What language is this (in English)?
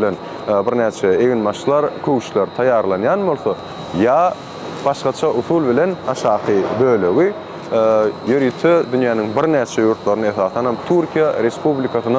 Turkmen